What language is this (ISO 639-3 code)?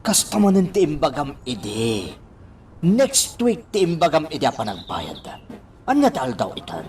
ilo